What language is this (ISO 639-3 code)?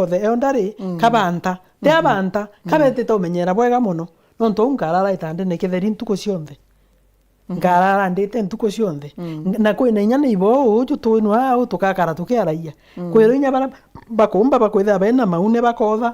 mer